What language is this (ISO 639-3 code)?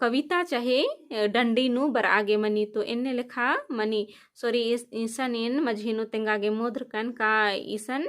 kru